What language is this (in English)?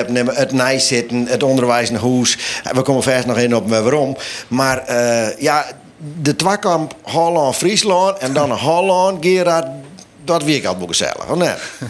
Western Frisian